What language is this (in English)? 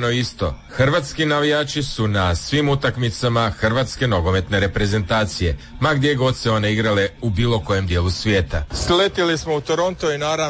Croatian